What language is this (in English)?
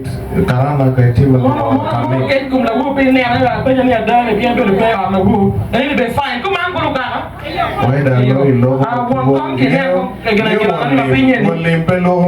Acoli